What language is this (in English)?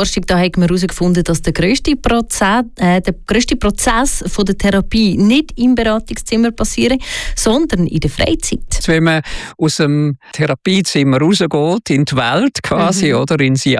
German